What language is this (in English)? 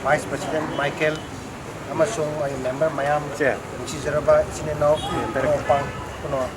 Manipuri